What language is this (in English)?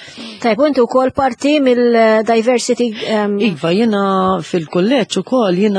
Maltese